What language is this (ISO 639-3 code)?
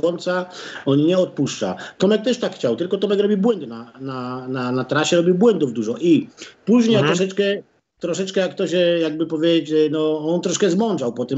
pol